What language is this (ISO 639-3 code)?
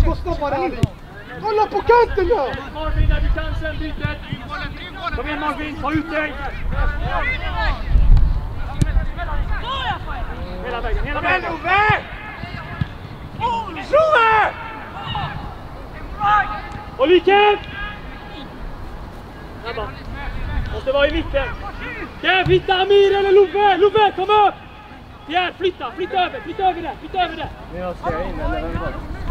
swe